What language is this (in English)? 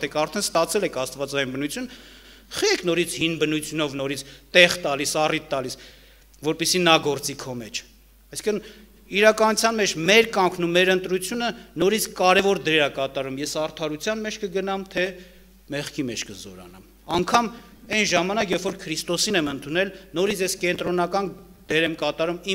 Armenian